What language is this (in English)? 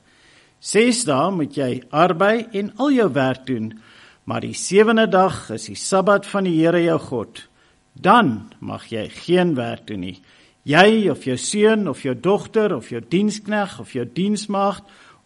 Afrikaans